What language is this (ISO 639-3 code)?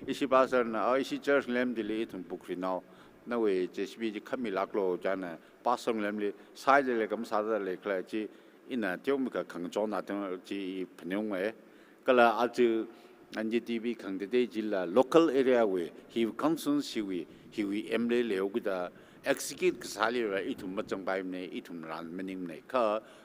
nmf